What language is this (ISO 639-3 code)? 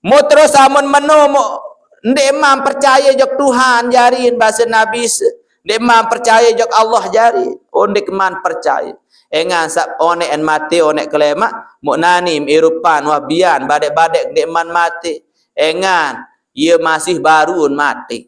sas